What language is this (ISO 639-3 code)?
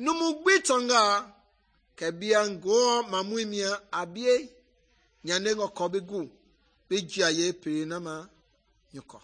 men